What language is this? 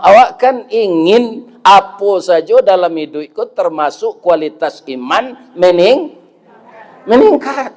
Minangkabau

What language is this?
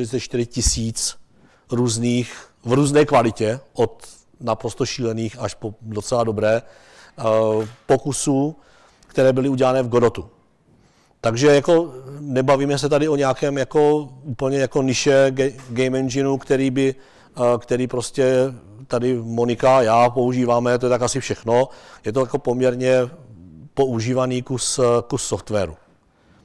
Czech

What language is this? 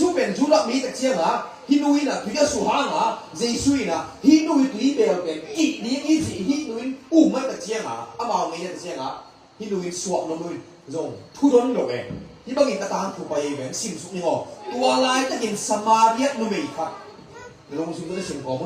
Tedim Chin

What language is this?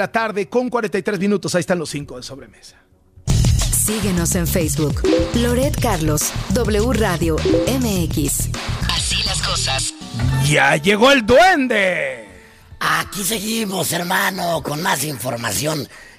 Spanish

